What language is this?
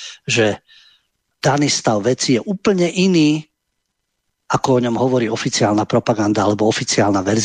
Slovak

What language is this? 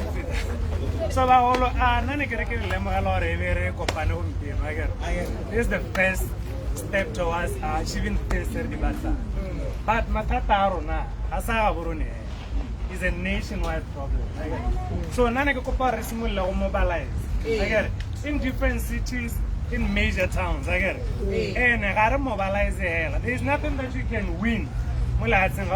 Tswana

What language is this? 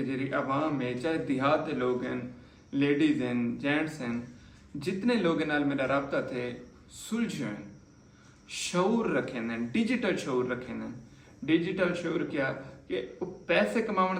Saraiki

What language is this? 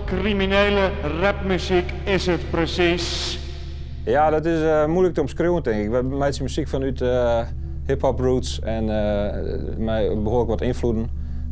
Western Frisian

